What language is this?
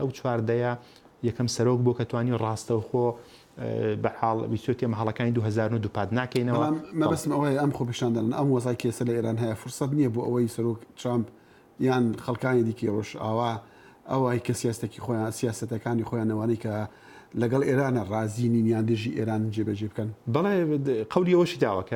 Central Kurdish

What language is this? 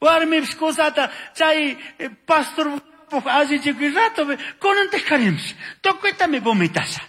Chimborazo Highland Quichua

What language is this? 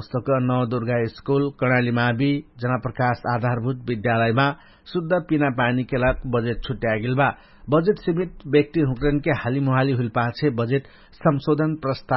Dangaura Tharu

